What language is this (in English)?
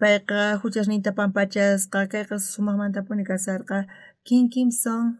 South Bolivian Quechua